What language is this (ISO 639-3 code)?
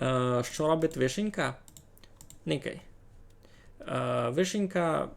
rue